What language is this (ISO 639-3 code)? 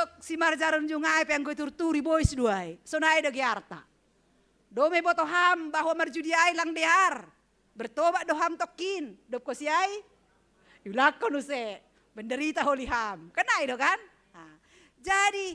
bts